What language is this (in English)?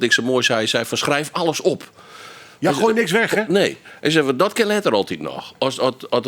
Western Frisian